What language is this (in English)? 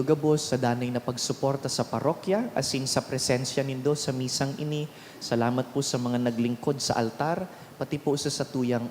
Bikol